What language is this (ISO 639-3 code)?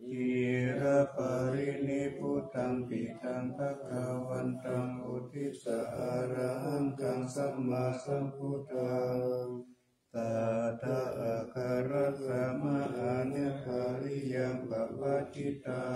pli